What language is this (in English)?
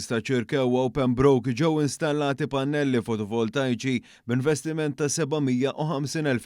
Maltese